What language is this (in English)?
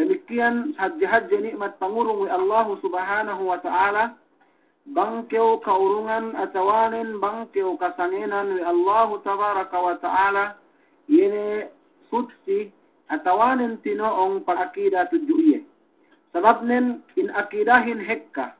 Yakan